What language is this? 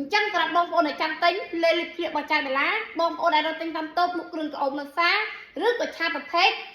Khmer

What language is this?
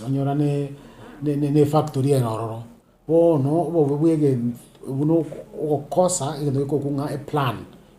Gusii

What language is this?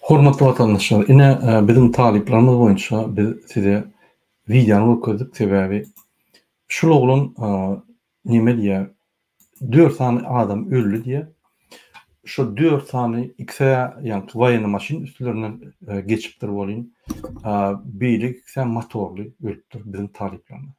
Turkmen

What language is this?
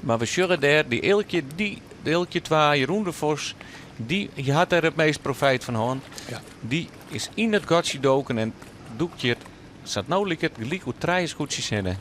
Western Frisian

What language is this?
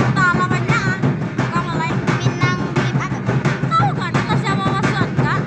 Minangkabau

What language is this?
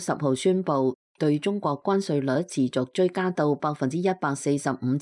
Cantonese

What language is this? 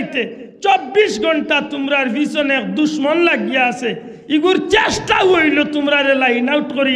Sylheti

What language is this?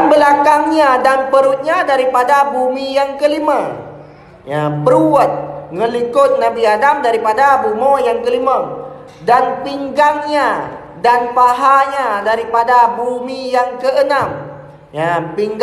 Achinese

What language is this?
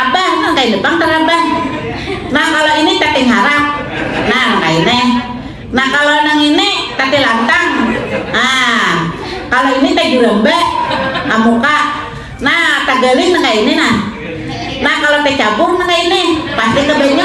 Banjar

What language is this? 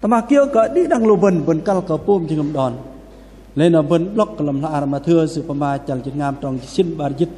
Bahnar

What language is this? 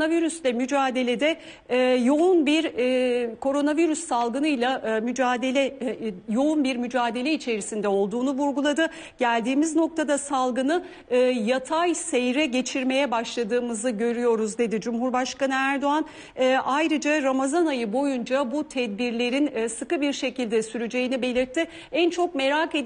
Turkish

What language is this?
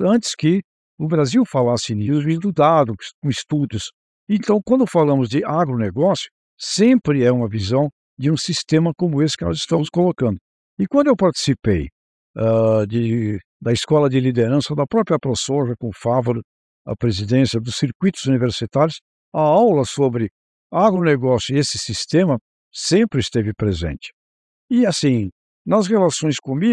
Portuguese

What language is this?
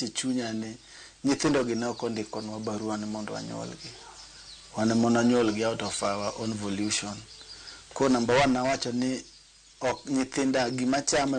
Luo (Kenya and Tanzania)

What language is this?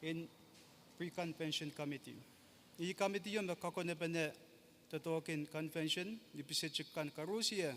Pohnpeian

